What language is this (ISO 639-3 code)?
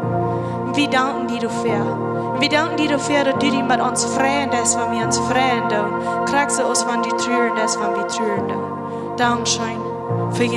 pdt